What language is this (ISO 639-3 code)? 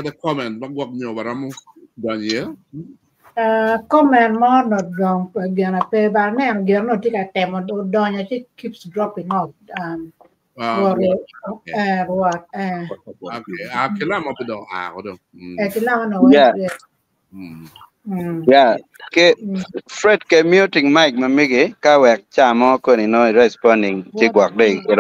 ach